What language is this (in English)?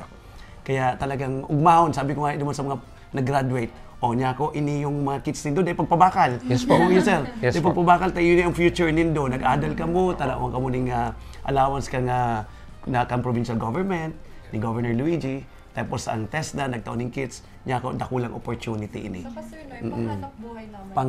Bikol